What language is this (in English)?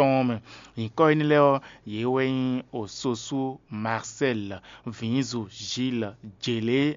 Fon